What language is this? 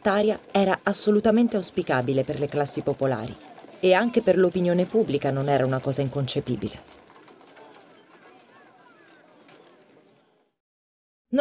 Italian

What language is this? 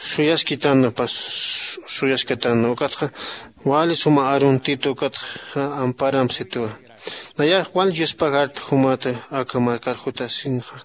Aymara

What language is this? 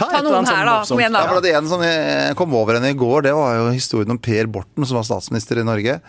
Norwegian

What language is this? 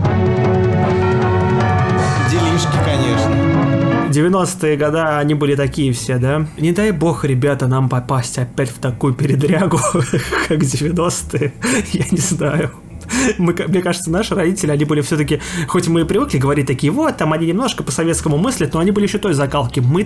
Russian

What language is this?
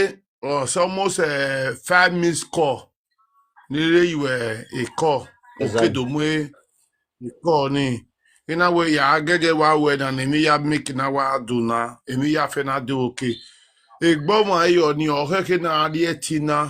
Nigerian Pidgin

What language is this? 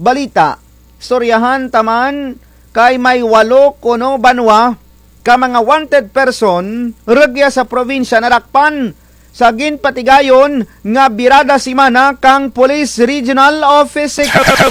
Kinaray-a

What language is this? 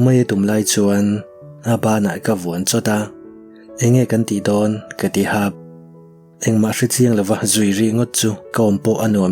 Mizo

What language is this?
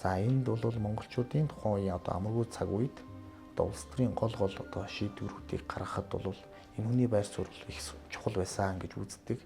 Mongolian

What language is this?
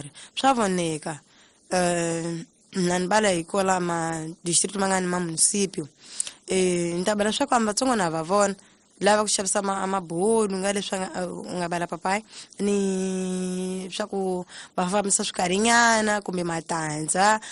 Tsonga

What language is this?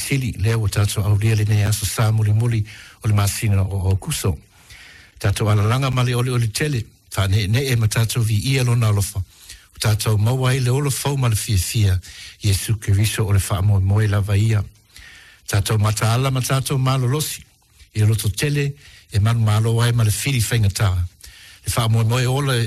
Samoan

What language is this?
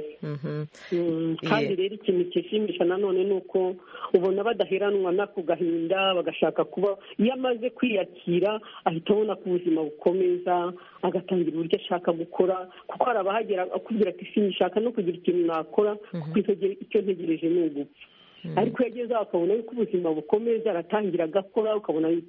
Kinyarwanda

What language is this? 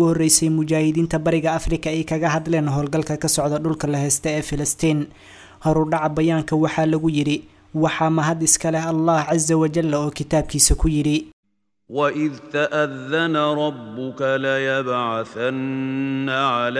Somali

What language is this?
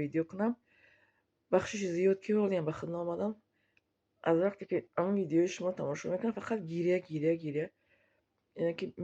Tajik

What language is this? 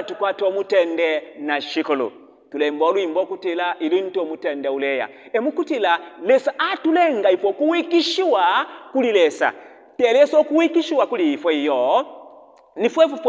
Bemba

